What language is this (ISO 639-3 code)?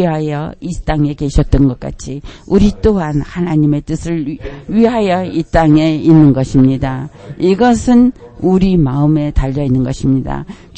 kor